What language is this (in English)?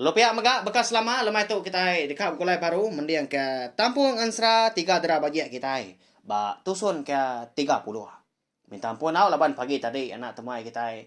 Iban